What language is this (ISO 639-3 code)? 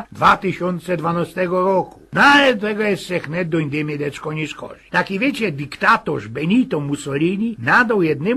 szl